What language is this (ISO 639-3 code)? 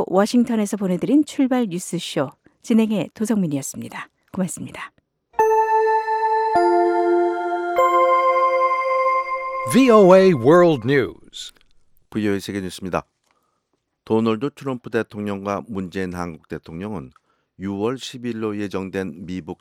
kor